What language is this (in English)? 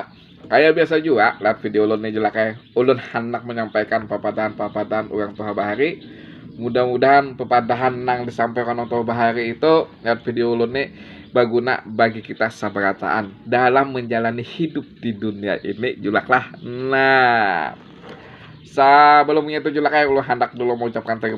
Banjar